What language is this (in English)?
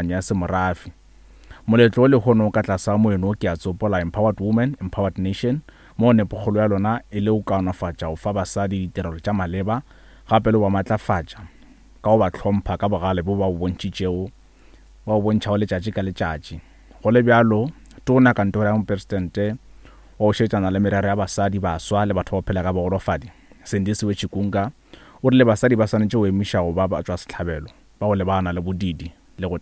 Northern Sotho